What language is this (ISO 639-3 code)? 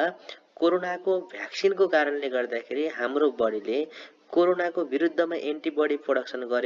nep